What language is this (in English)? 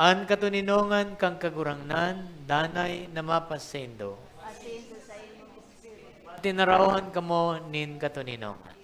Bikol